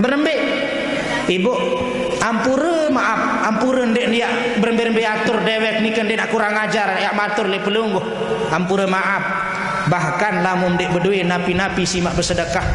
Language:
Sasak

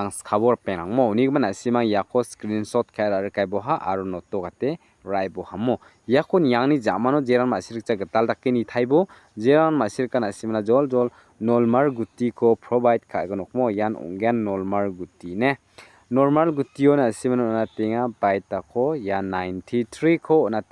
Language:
Garo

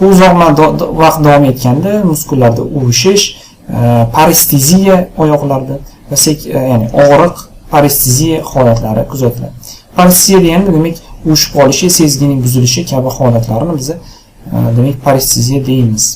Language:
Uzbek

